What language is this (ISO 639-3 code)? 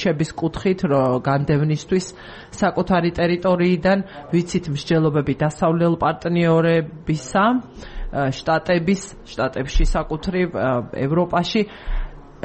kat